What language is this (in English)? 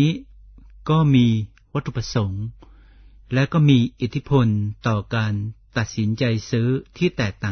Thai